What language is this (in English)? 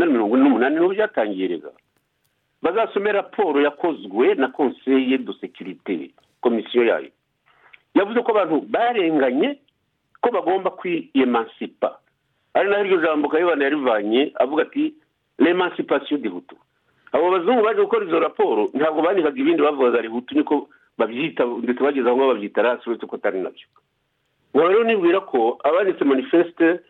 Kinyarwanda